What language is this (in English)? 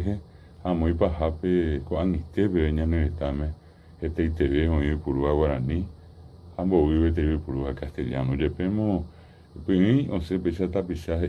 Guarani